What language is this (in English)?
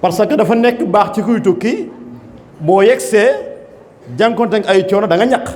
Wolof